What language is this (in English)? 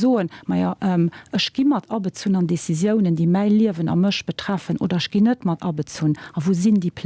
Luxembourgish